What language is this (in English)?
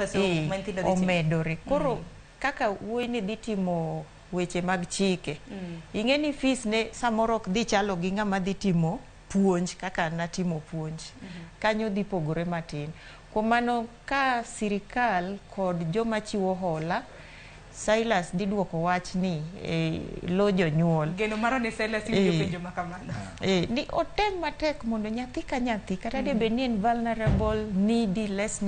Luo (Kenya and Tanzania)